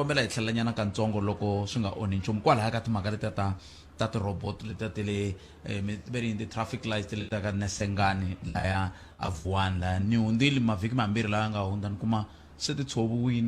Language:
Tsonga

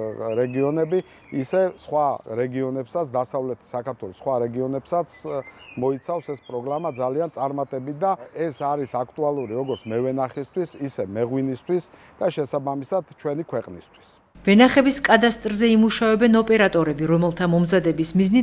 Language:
Georgian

